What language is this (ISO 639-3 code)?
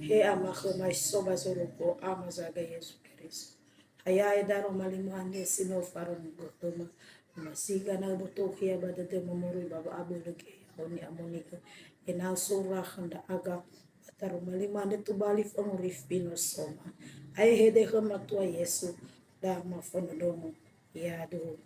nia